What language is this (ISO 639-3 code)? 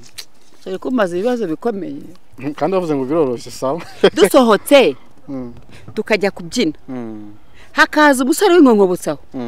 kin